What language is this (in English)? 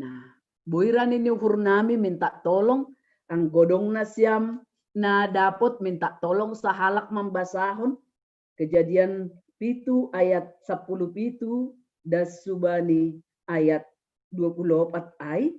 Batak Simalungun